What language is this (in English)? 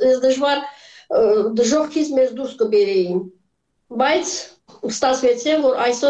Armenian